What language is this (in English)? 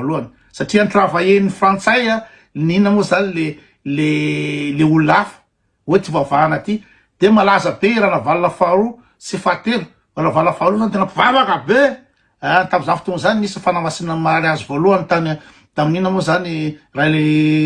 Malagasy